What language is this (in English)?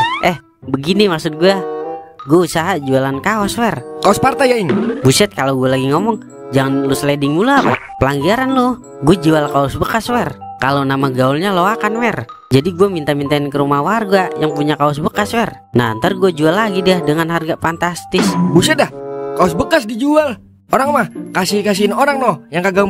Betawi